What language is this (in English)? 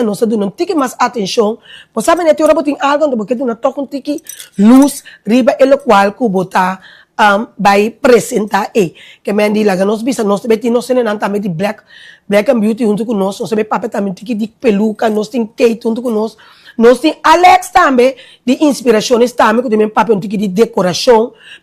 Papiamento